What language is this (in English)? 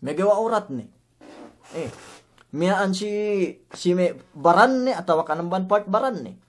Yakan